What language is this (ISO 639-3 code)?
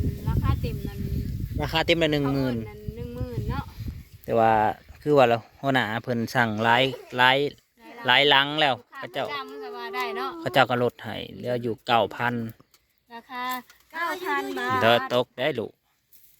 tts